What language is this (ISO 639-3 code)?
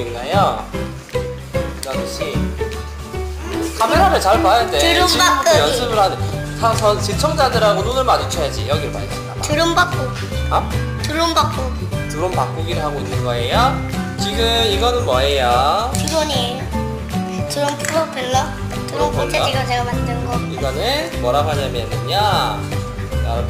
kor